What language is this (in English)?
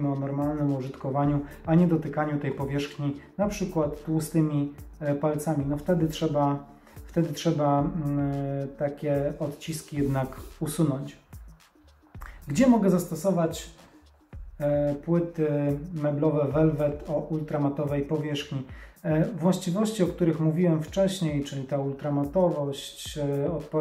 Polish